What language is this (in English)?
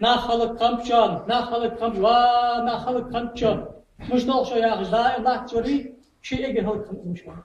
Ingush